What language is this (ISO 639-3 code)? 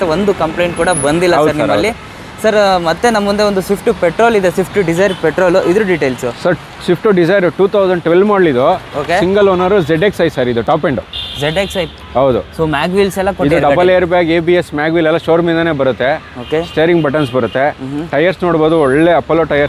kan